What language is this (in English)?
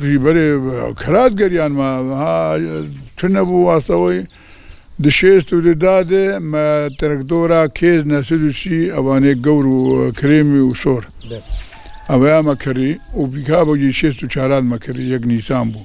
Kurdish